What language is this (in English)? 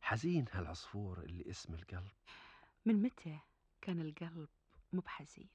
Gulf Arabic